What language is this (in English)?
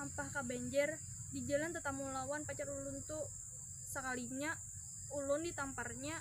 Banjar